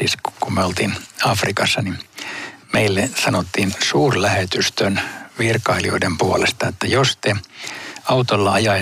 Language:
Finnish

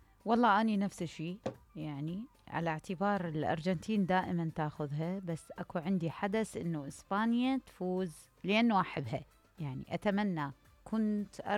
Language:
Mesopotamian Arabic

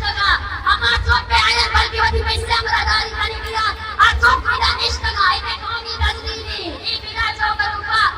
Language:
Eastern Balochi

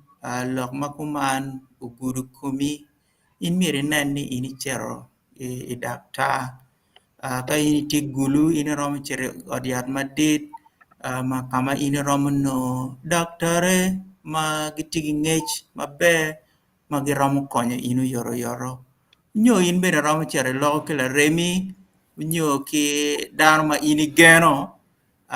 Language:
Acoli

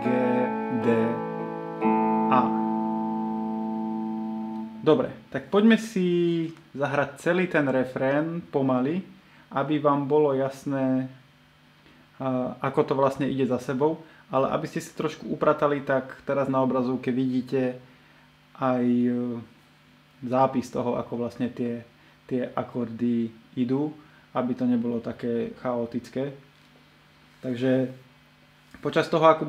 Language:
Slovak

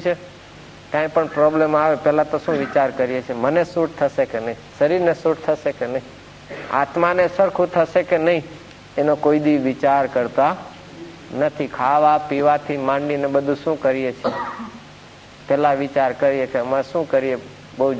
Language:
Gujarati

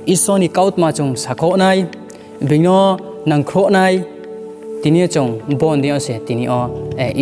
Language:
Riang (India)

